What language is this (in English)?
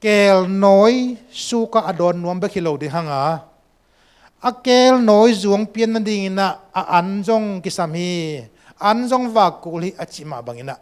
Tedim Chin